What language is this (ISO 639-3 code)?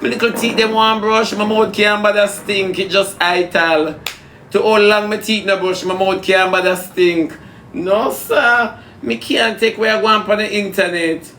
jam